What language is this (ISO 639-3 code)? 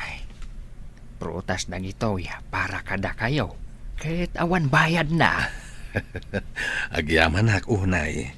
ilo